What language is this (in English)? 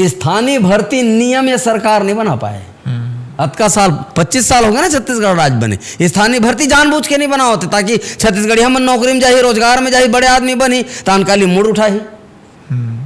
Chhattisgarhi